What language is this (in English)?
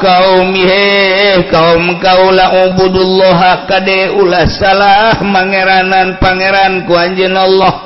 Sundanese